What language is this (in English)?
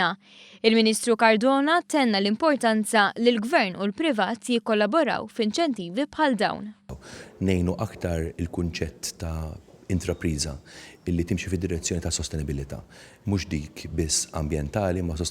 Maltese